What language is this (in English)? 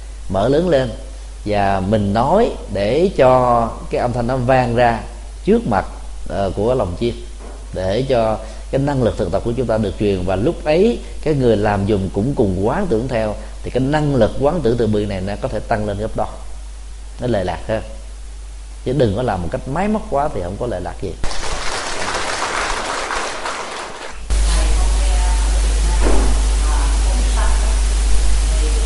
Vietnamese